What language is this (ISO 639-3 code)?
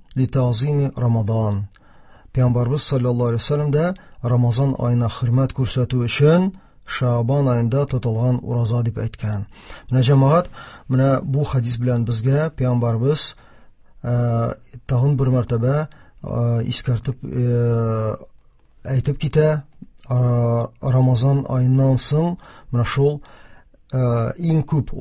tat